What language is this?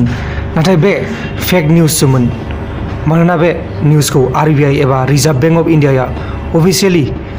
Bodo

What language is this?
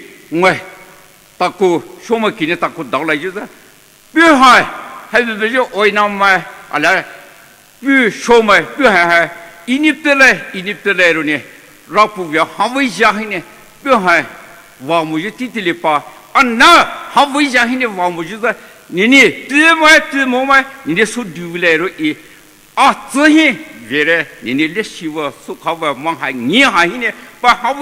Poumei Naga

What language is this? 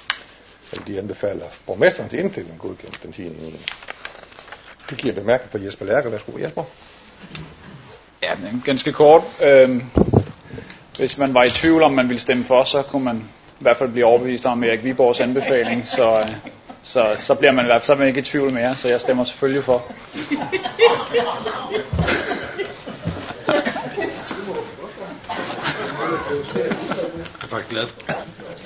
Danish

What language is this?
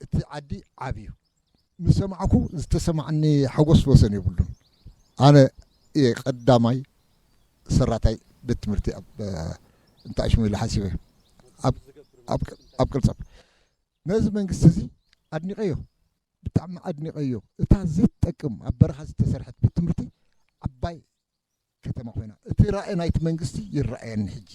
Tigrinya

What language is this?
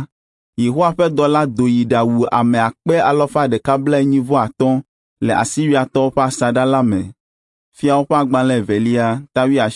Ewe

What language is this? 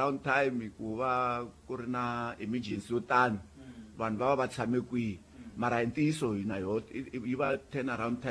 Tsonga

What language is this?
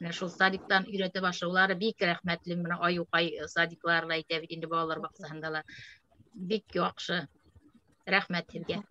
Bashkir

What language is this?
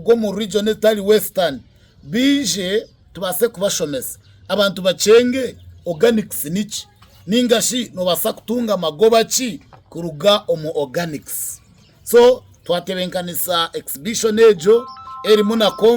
Nyankole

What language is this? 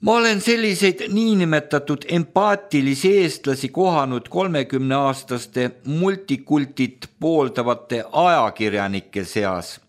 Estonian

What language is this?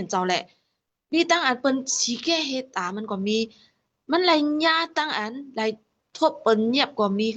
Shan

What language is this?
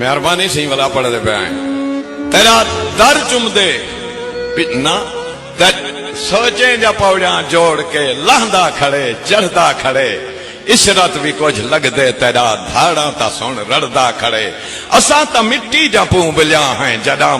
Saraiki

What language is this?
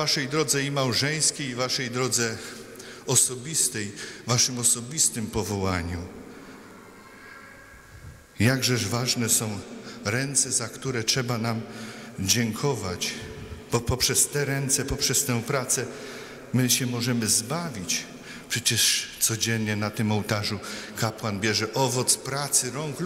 Polish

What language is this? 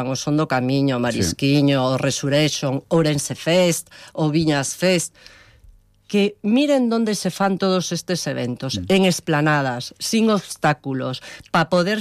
Galician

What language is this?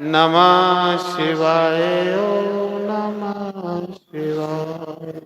Dogri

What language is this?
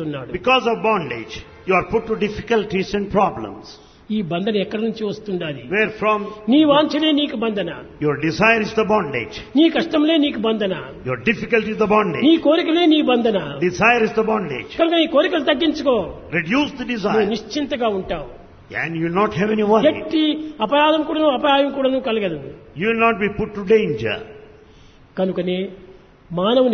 Telugu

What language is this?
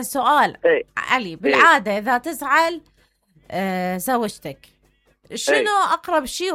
Mesopotamian Arabic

